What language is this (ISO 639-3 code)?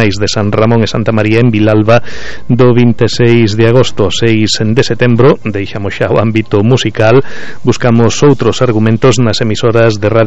glg